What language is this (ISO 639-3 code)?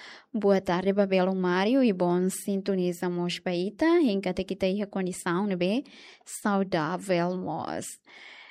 tet